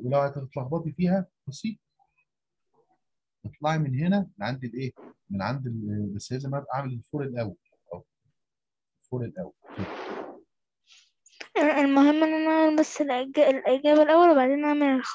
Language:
Egyptian Arabic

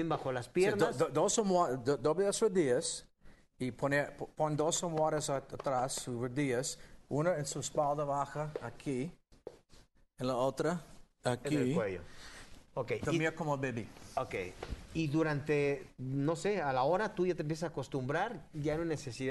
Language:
Spanish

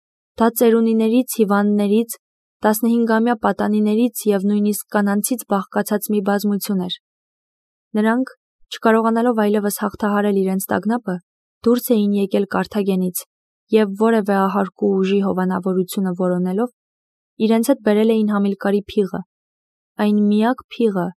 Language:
Armenian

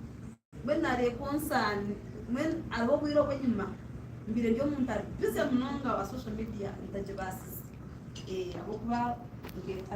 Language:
Nyankole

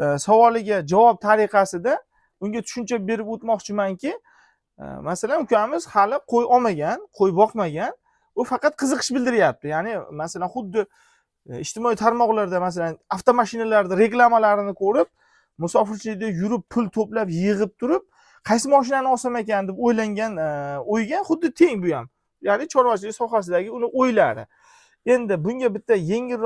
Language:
Uzbek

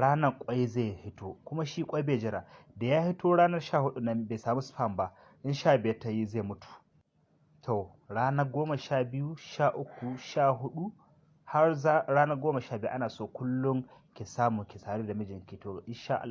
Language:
Hausa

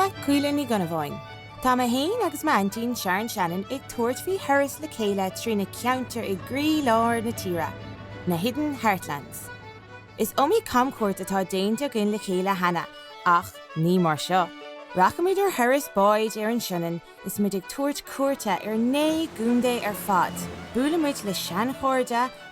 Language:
Irish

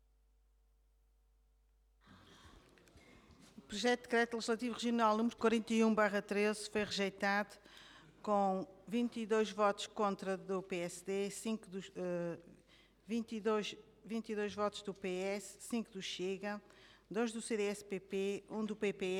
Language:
Portuguese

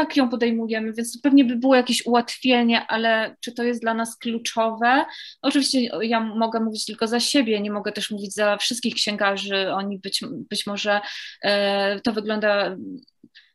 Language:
Polish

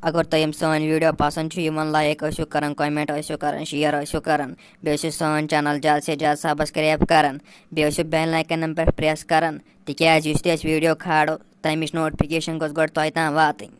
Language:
Kashmiri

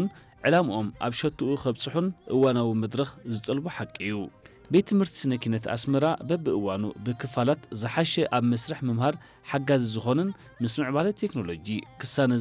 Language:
Tigrinya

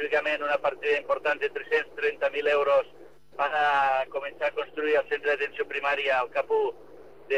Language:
Catalan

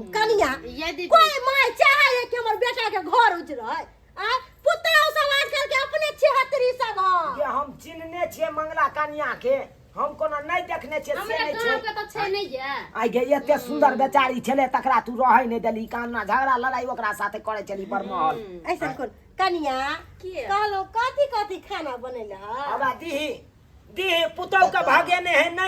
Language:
Maithili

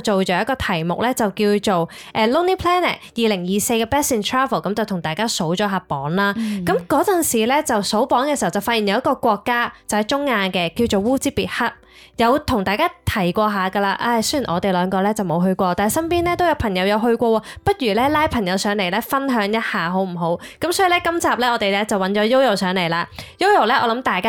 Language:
Cantonese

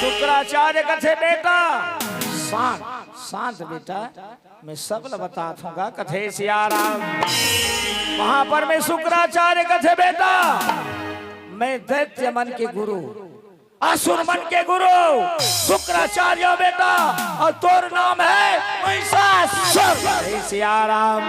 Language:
Chhattisgarhi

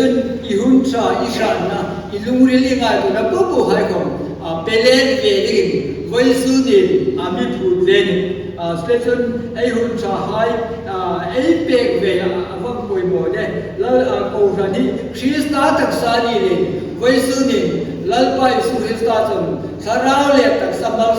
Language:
Hmar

